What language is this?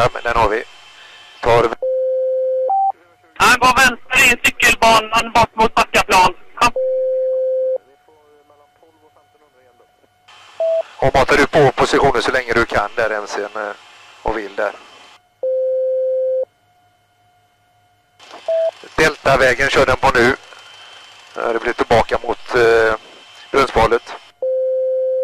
Swedish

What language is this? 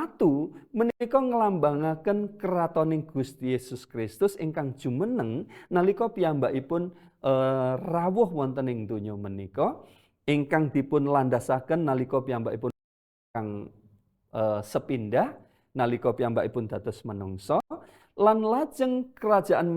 Javanese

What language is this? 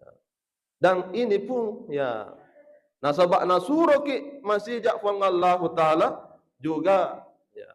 Buginese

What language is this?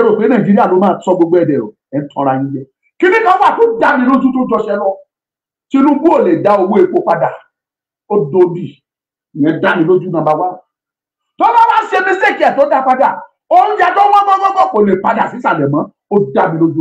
Yoruba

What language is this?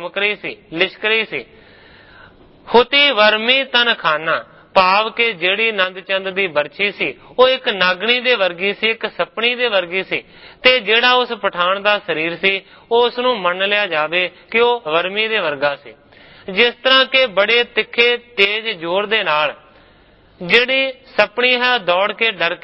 Punjabi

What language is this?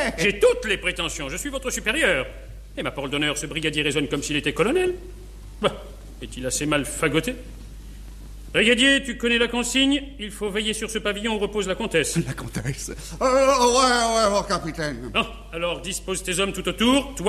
French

